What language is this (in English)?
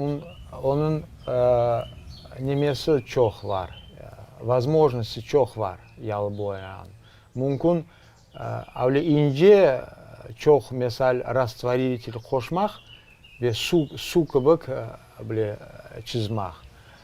Crimean Tatar